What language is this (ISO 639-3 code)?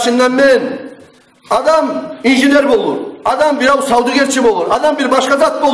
kum